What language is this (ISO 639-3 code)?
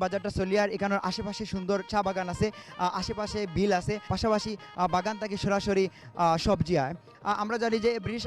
syl